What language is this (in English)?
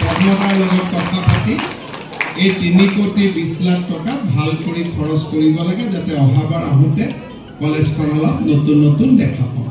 Assamese